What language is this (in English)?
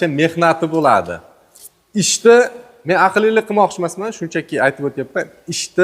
Uzbek